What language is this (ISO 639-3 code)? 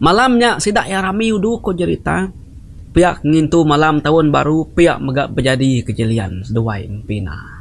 iba